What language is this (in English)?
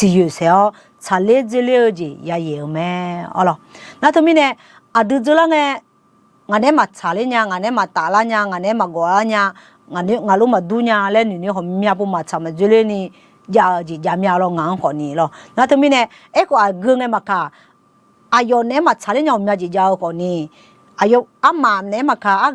Akha